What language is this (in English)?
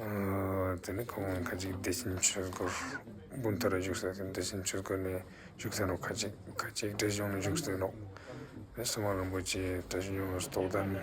Ladakhi